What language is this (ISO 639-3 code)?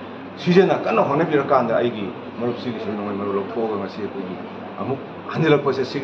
mni